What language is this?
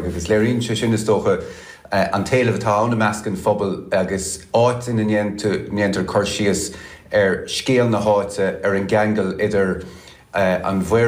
Irish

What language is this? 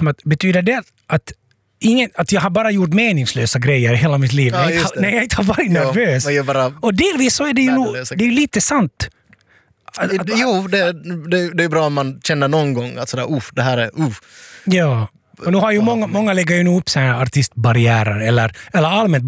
Swedish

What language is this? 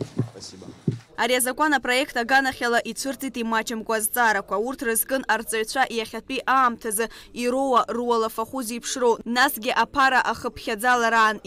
Abkhazian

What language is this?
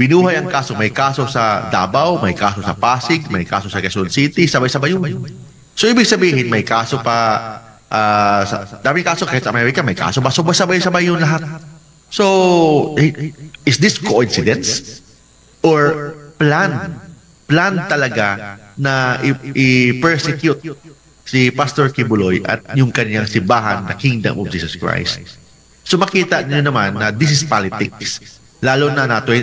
Filipino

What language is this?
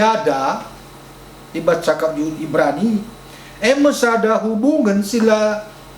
Batak Karo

